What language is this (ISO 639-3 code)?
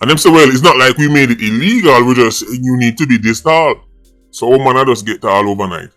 jam